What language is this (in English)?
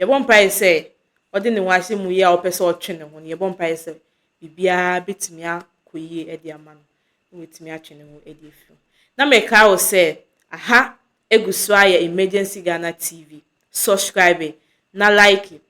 Akan